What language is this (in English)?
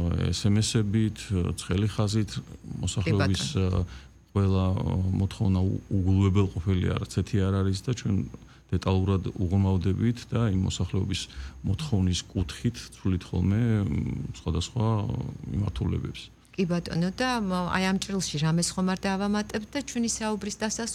Georgian